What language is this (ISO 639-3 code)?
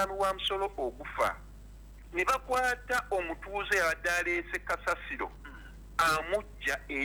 lug